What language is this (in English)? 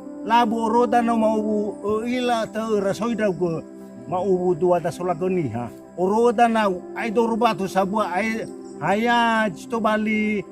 Nias